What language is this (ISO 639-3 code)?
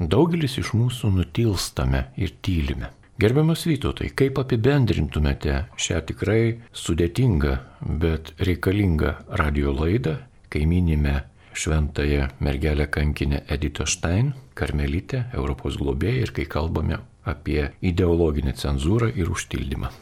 lit